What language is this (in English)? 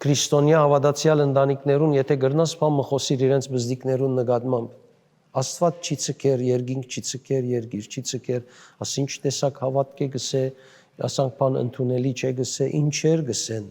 Western Armenian